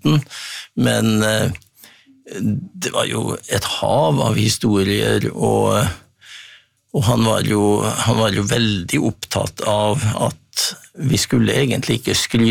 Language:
Norwegian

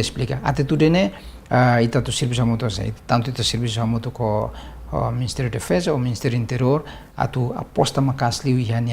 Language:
Tetum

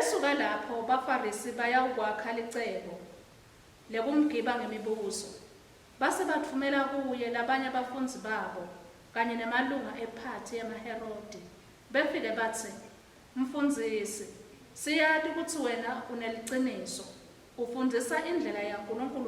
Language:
Swati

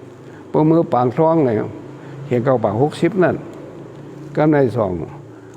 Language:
Shan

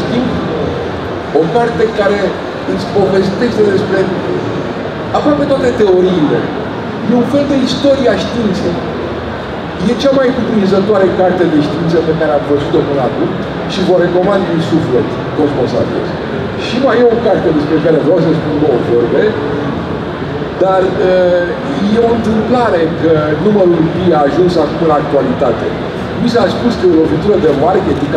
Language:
Romanian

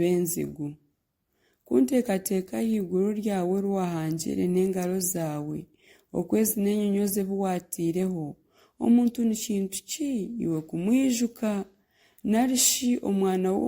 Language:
Nyankole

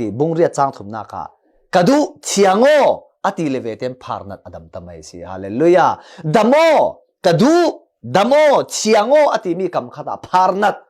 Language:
Falam Chin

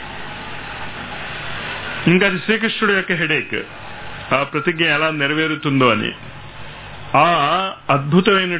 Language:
Telugu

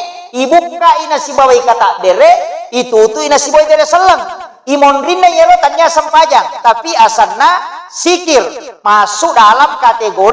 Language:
Buginese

